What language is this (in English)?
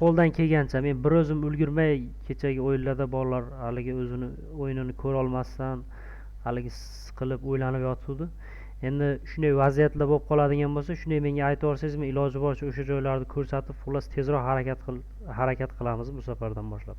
Uzbek